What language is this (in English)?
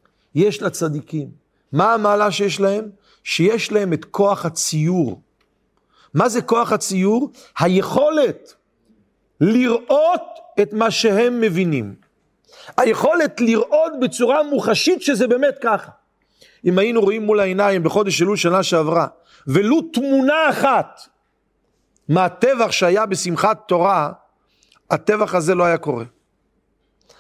Hebrew